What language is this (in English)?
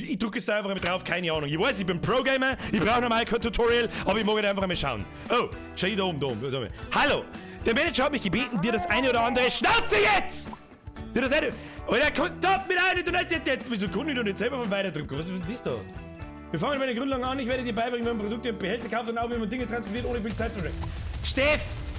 Bavarian